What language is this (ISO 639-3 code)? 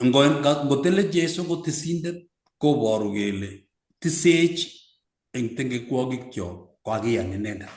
kln